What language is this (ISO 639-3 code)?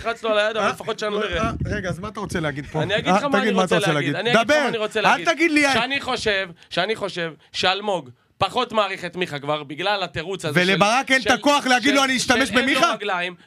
heb